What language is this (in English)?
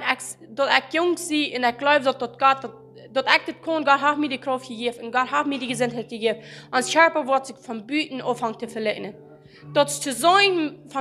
Plautdietsch